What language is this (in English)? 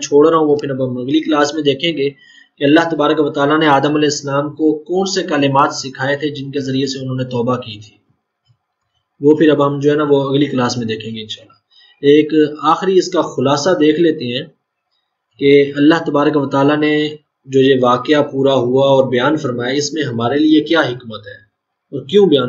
Urdu